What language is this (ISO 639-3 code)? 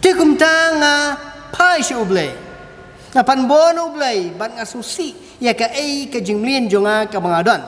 kha